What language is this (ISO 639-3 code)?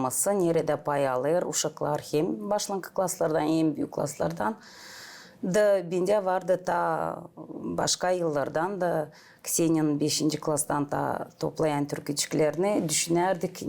gag